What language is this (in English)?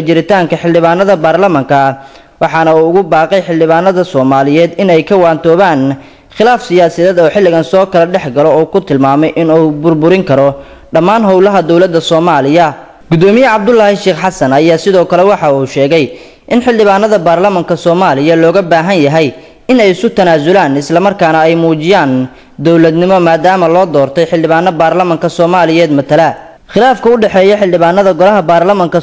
Somali